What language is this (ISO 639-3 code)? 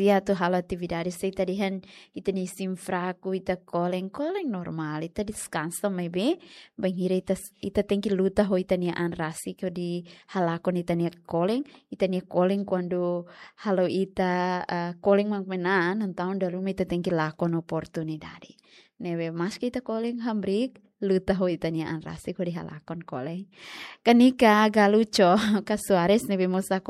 tet